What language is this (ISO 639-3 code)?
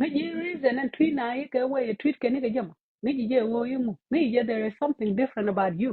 nus